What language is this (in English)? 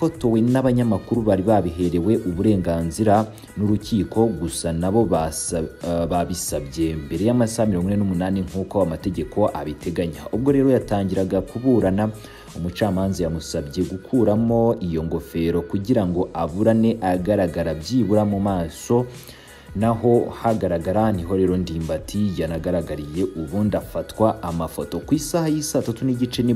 Kinyarwanda